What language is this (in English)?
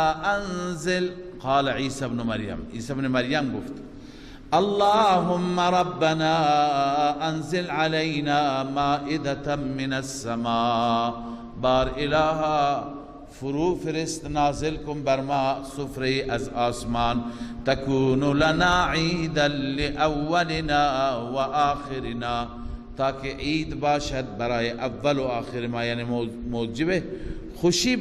Persian